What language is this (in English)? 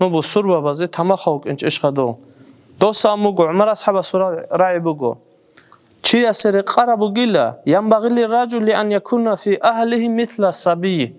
Avaric